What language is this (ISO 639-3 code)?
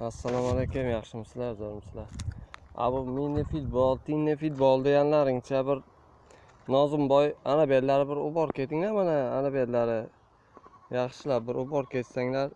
uzb